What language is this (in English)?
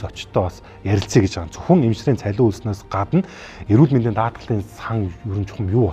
Mongolian